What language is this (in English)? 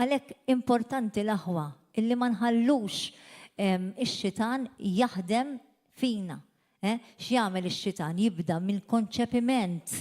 Maltese